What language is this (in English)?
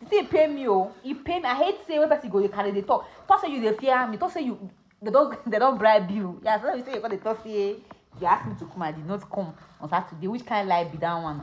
Nigerian Pidgin